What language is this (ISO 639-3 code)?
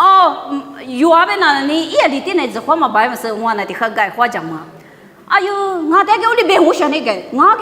lis